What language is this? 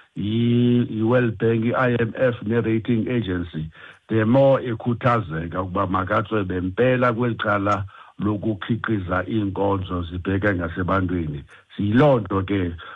Xhosa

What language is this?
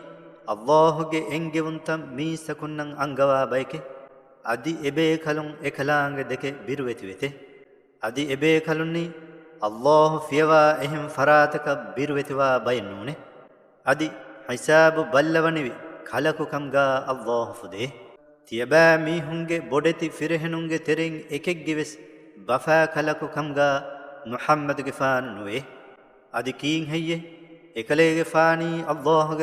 Divehi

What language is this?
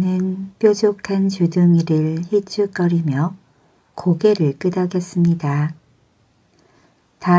Korean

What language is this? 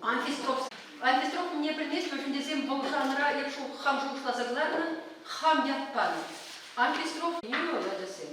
Chuvash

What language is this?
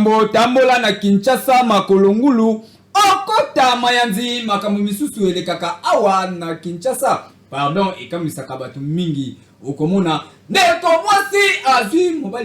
Lingala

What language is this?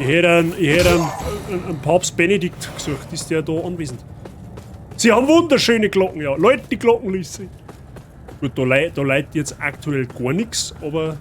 Bavarian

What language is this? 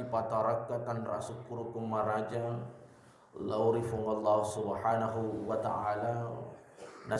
Buginese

